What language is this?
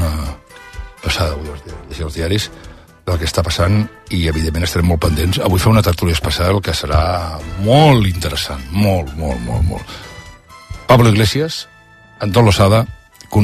Catalan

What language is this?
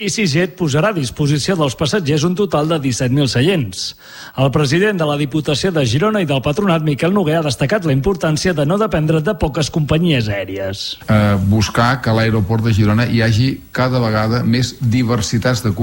Catalan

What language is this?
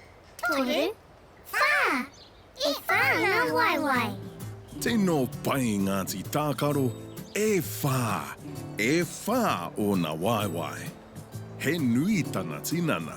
Māori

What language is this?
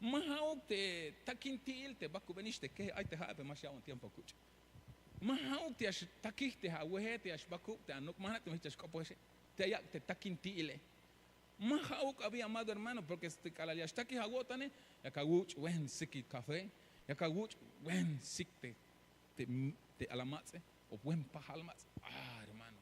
Tzeltal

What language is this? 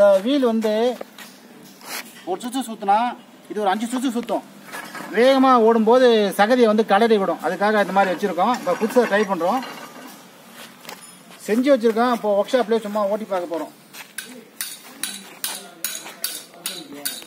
Tamil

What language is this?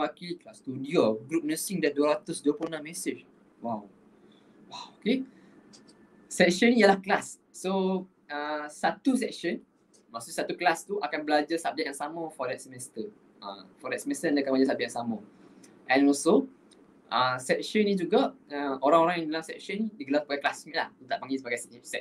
Malay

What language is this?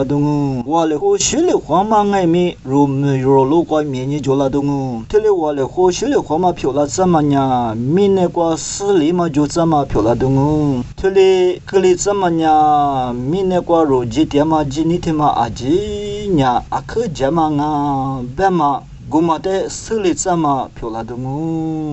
Lisu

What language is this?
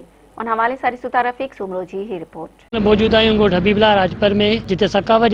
Sindhi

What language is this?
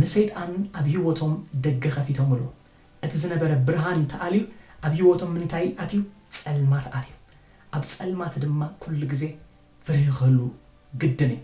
Tigrinya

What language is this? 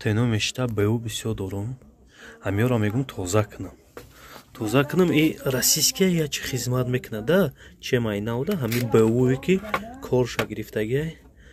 Tajik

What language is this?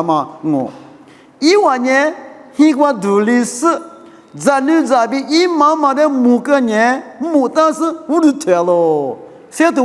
Lisu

